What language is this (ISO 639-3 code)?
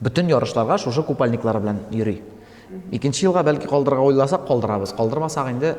tat